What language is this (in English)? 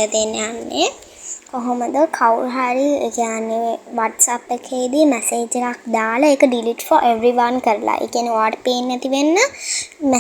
Sinhala